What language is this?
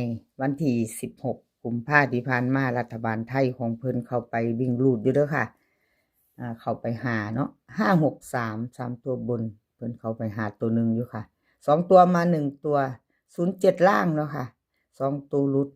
Northeastern Thai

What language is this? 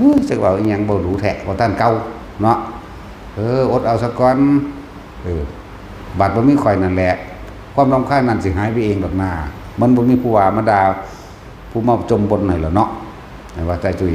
Northeastern Thai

